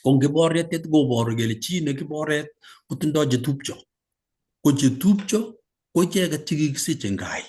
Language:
Kalenjin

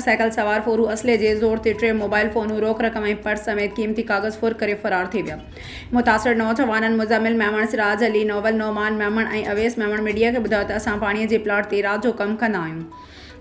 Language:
Sindhi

